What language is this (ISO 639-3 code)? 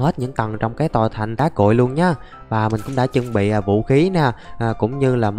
vie